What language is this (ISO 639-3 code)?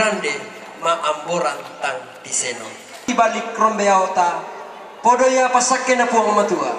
sda